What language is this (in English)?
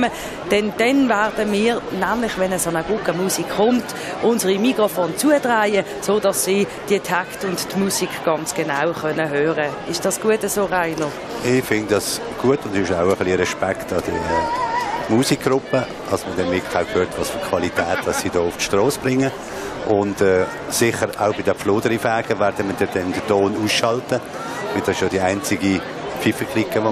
Swiss German